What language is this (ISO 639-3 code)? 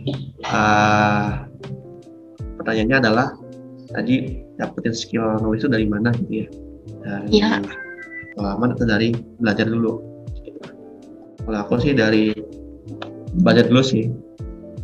ind